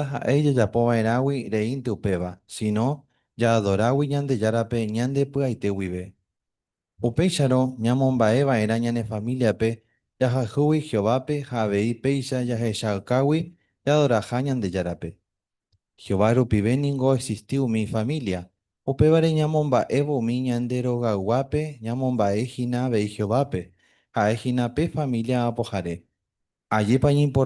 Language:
Guarani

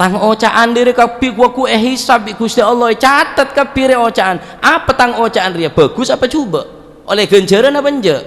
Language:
Madurese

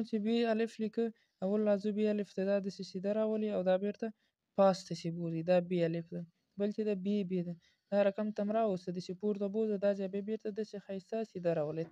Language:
Pashto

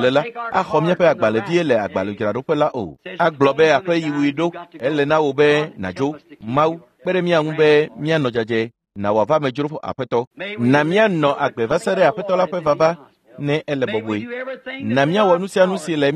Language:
Ewe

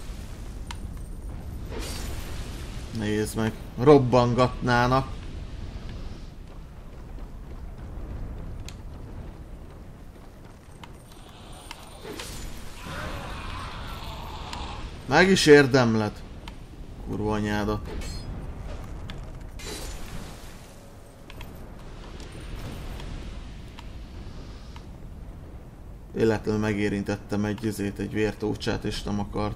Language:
Hungarian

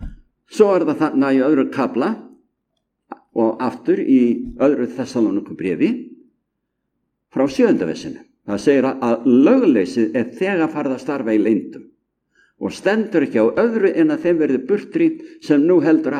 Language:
Icelandic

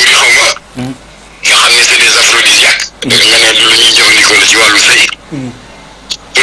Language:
Wolof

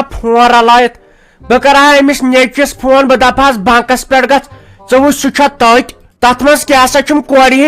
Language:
Kashmiri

